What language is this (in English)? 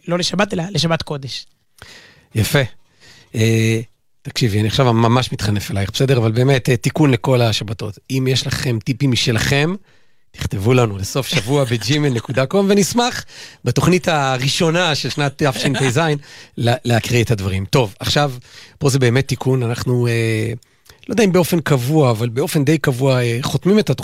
Hebrew